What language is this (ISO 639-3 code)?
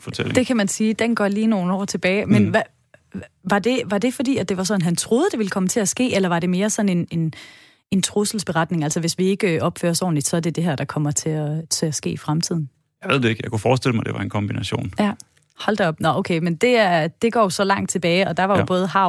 dan